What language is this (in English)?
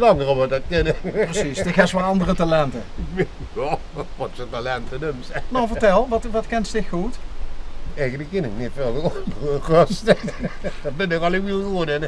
Limburgish